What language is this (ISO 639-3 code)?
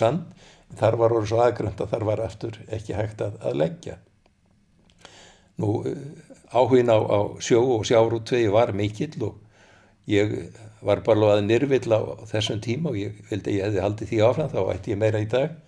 isl